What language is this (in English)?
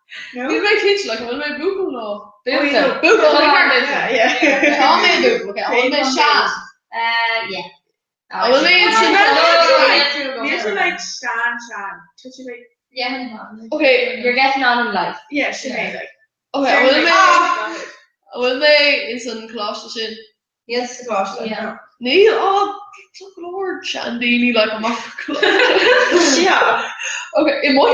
Irish